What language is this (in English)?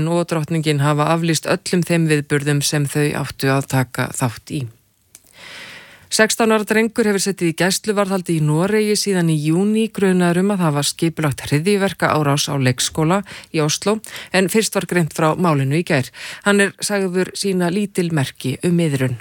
Icelandic